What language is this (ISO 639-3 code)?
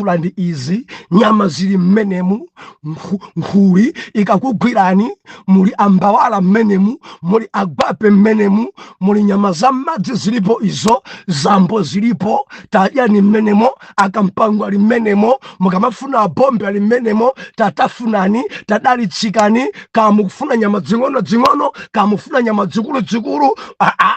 nya